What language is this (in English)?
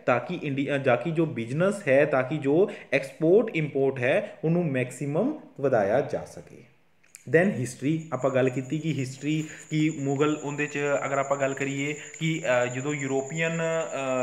Punjabi